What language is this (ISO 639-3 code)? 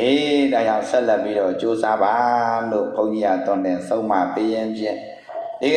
mya